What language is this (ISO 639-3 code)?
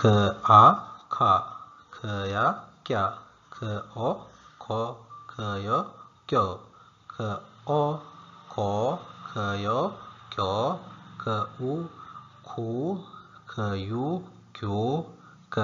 sin